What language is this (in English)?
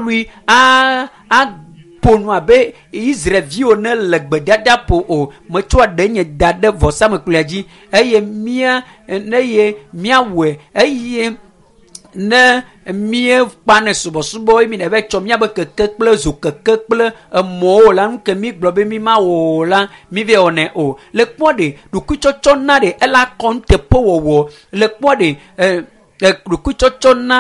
Ewe